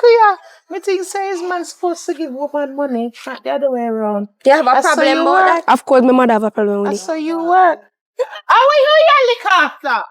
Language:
Jamaican Creole English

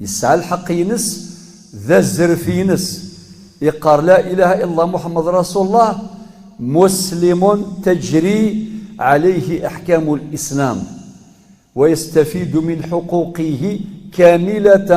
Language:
Kabyle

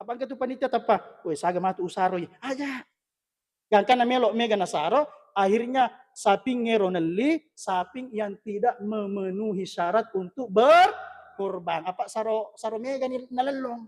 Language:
Buginese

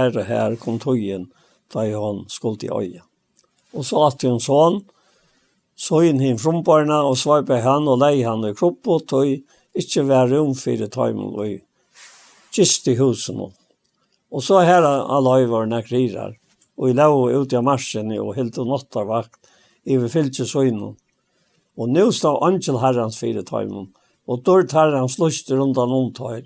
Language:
Faroese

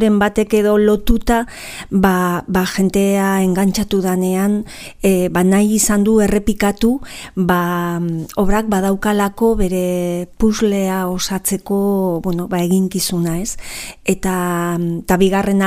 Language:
Basque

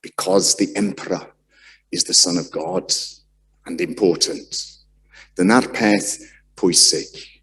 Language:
Welsh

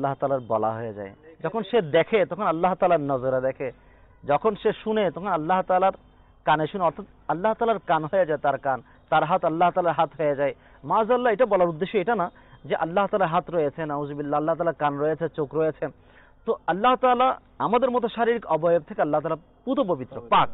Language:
Bangla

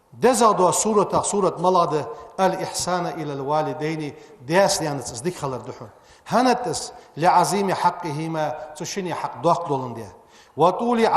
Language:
Ingush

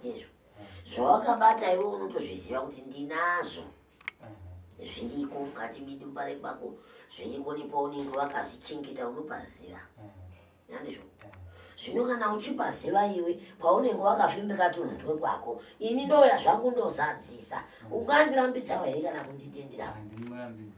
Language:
Shona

